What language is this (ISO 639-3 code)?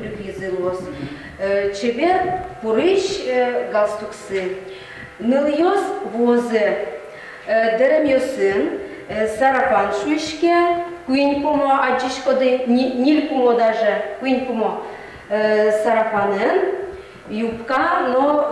udm